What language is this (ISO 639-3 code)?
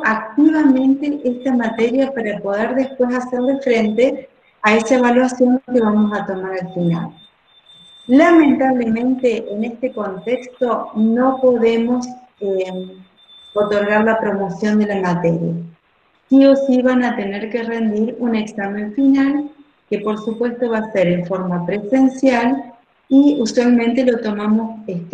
spa